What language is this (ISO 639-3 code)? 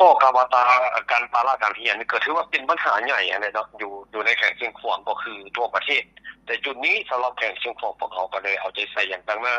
lao